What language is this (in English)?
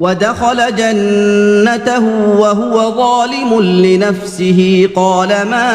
Brahui